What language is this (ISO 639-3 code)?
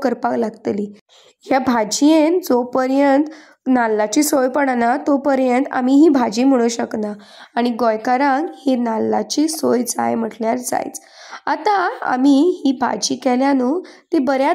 kok